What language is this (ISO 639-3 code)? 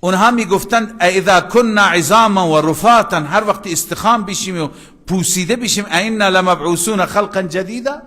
fas